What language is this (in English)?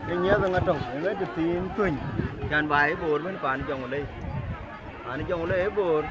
Dinka